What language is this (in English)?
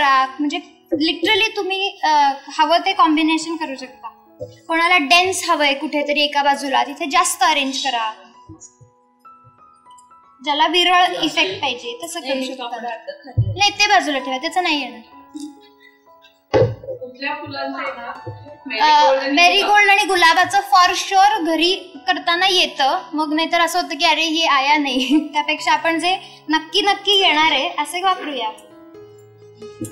Marathi